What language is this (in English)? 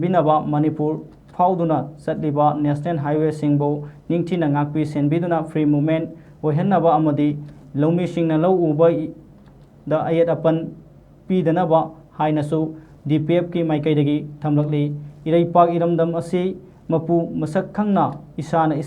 Manipuri